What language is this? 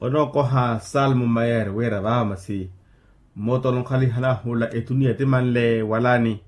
Makhuwa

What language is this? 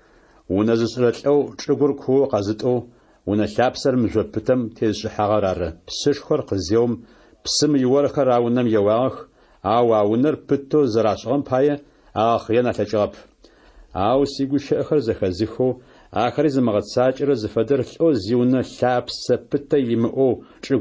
Adyghe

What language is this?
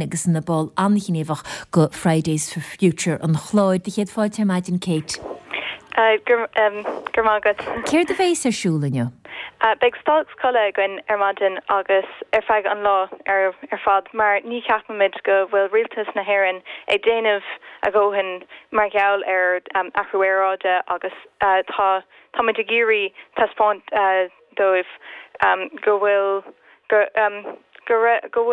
Irish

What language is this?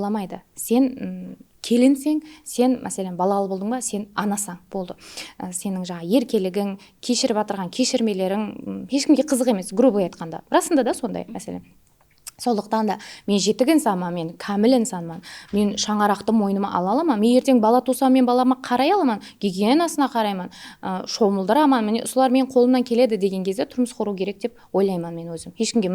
Kara-Kalpak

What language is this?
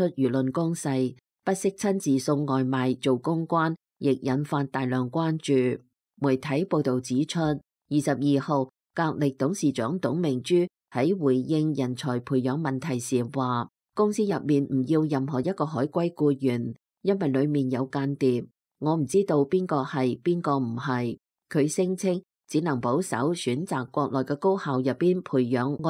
Cantonese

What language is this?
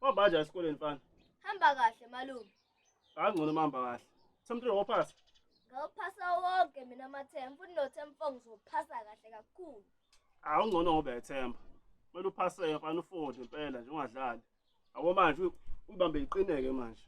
Zulu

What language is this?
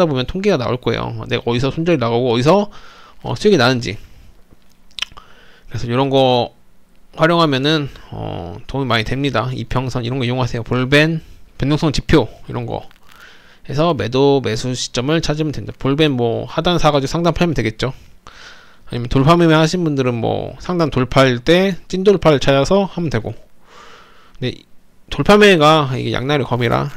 Korean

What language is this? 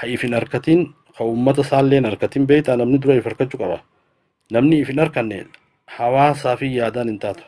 Oromo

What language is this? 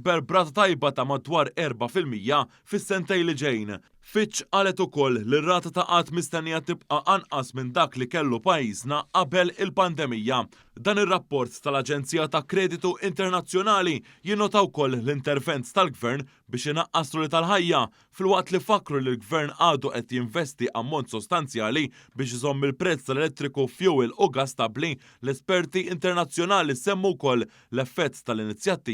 Maltese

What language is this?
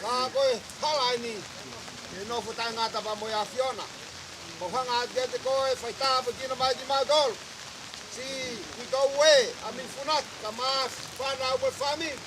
Tongan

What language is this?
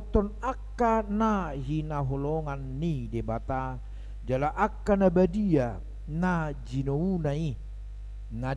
Batak Toba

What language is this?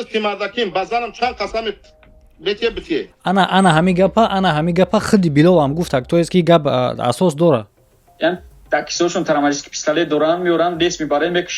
Tajik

